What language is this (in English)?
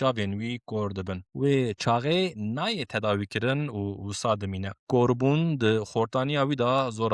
Kurdish